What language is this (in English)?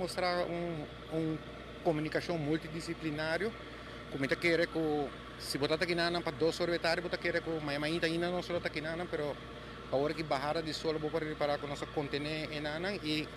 Papiamento